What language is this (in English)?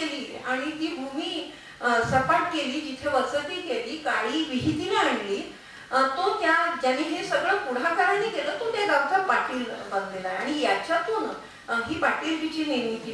Marathi